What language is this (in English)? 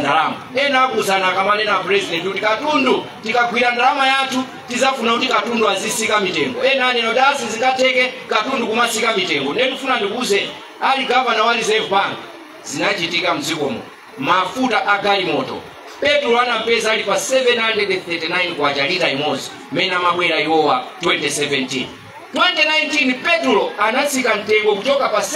Nyanja